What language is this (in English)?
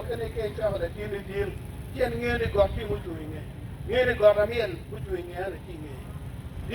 Acoli